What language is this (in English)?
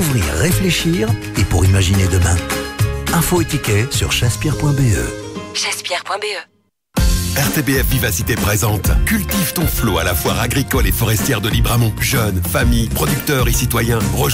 French